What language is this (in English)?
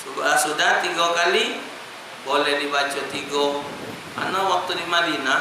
Musi